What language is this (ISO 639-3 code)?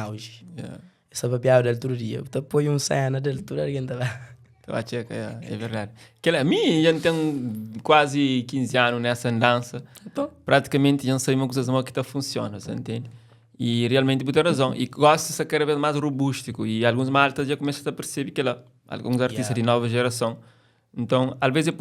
kea